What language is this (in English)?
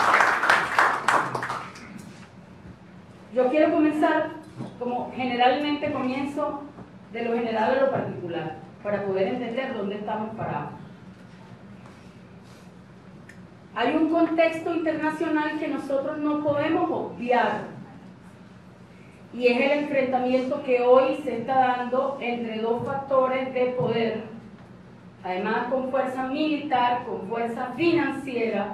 Spanish